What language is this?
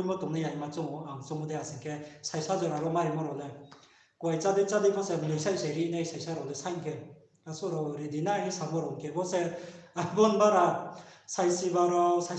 Riang (India)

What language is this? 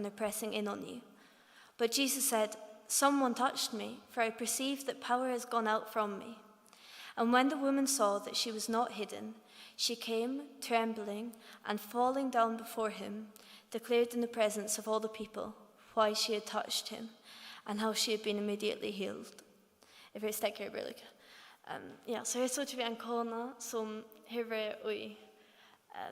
Faroese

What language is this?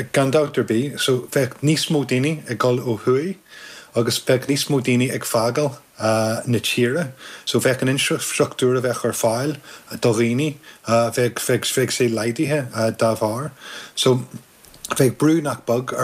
Irish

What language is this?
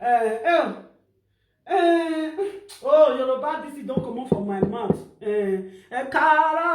Nigerian Pidgin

